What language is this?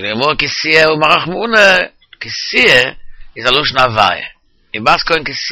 Yiddish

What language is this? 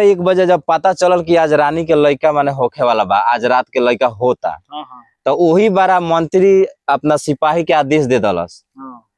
Bhojpuri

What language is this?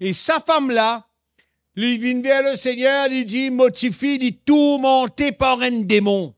Morisyen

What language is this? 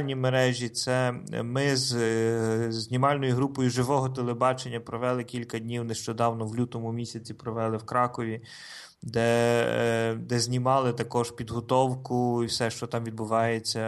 Ukrainian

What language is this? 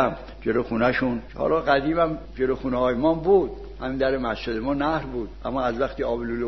Persian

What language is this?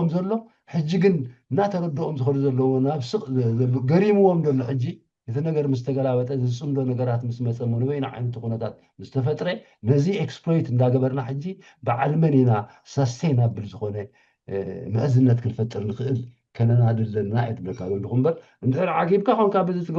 Tigrinya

